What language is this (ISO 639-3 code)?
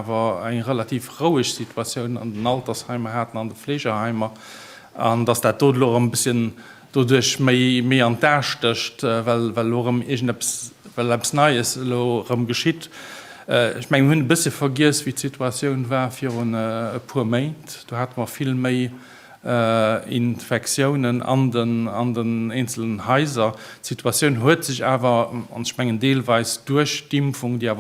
ltz